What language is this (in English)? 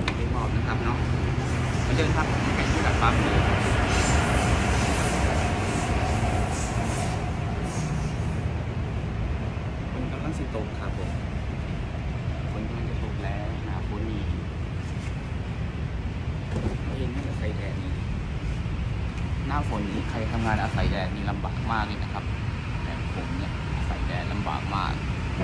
Thai